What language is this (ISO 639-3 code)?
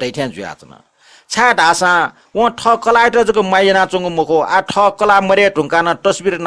new